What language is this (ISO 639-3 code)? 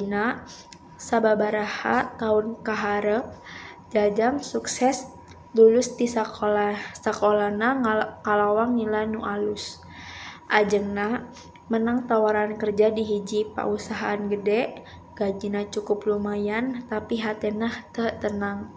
sun